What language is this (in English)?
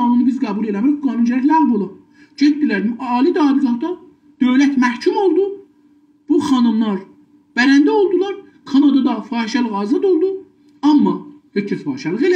South Azerbaijani